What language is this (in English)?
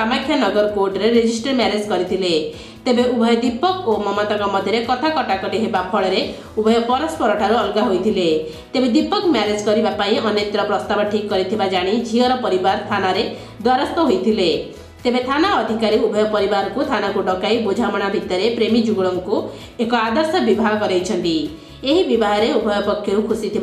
Odia